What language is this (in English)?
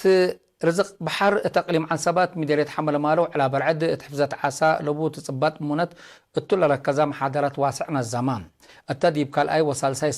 Tigre